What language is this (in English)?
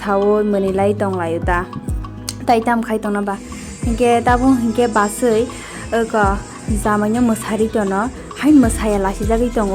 Kok Borok